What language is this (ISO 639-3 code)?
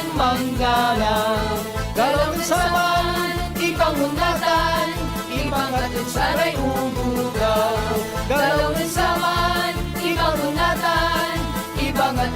pag